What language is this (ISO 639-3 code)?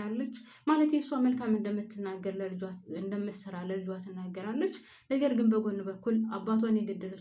amh